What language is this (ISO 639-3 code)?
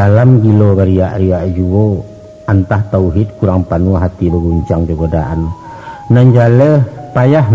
min